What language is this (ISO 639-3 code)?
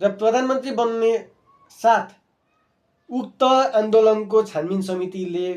nep